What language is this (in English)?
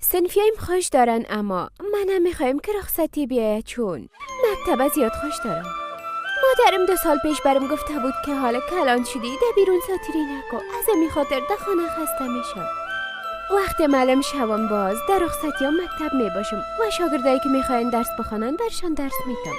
Persian